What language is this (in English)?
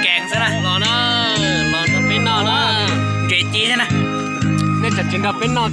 Hmong